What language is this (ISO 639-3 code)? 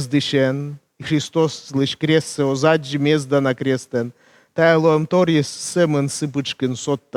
kom